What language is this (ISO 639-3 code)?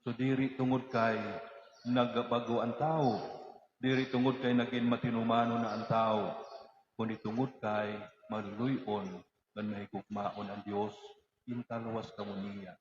war